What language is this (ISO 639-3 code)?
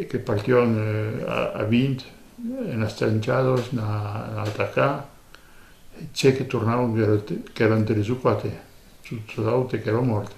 oci